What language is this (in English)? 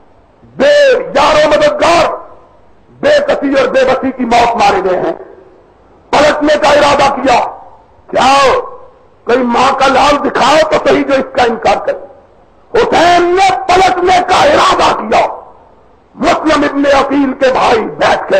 Urdu